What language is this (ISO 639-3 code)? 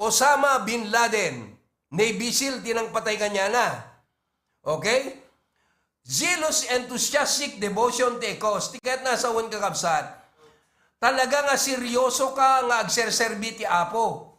ilo